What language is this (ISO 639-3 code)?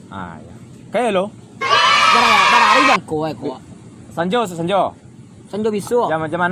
min